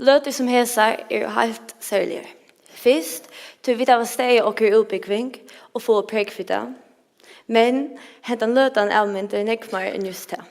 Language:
Faroese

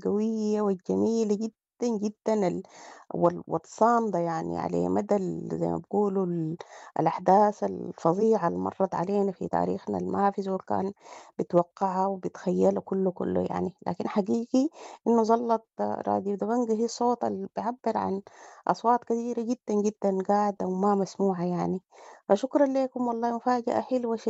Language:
Sudanese Arabic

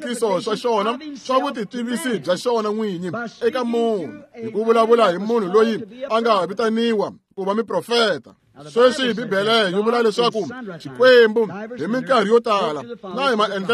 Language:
Tsonga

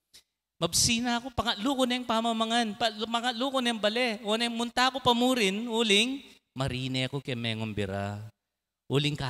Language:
Pampanga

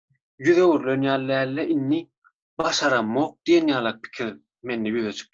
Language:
Turkmen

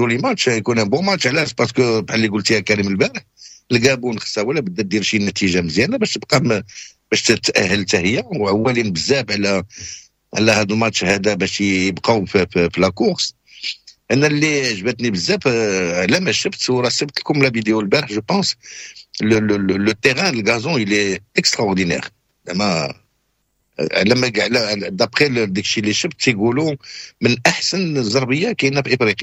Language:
Moroccan Arabic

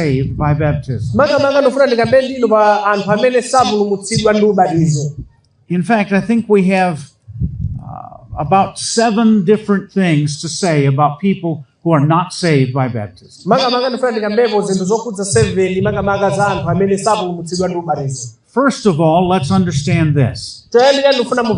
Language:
Nyanja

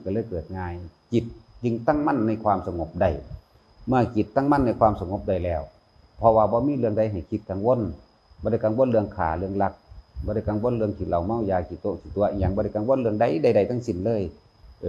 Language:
Northeastern Thai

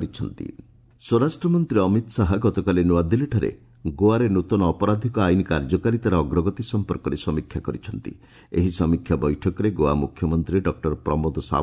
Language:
Odia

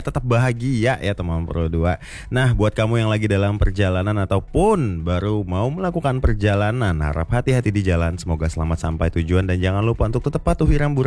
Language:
Indonesian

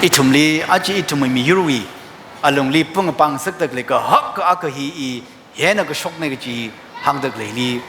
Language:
Tangkhul Naga (India)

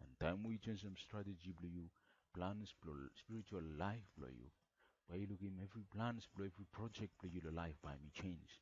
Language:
Bislama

